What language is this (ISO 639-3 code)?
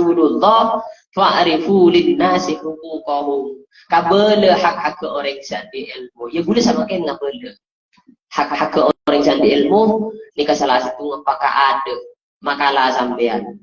mad